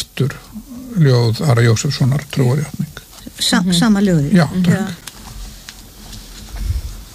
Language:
Icelandic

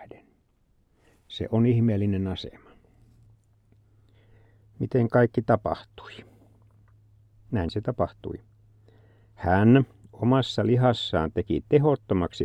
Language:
Finnish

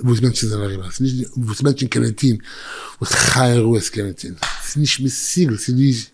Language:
Yiddish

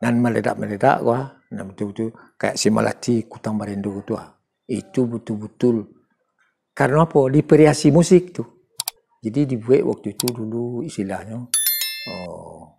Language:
Minangkabau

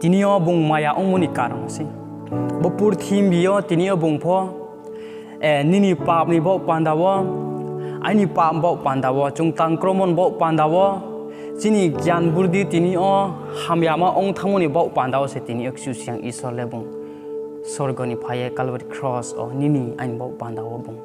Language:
Riang (India)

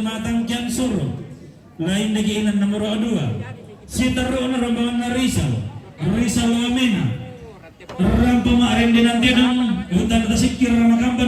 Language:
Toraja-Sa'dan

